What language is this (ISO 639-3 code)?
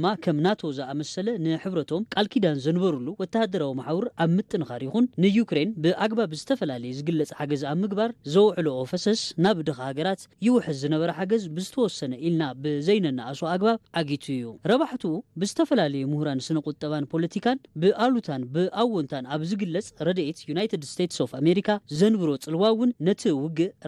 tir